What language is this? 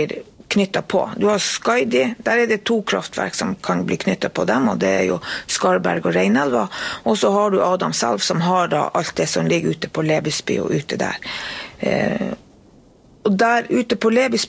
Norwegian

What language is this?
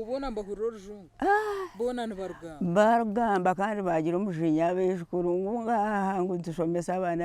Nyankole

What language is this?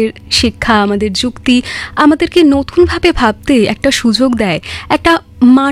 Bangla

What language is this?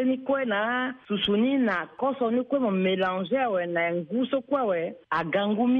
Sango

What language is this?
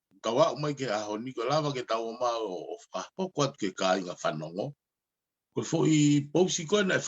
Tongan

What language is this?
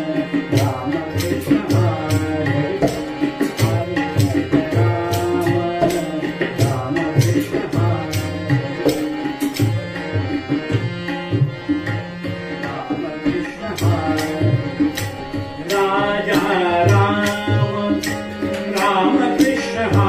Marathi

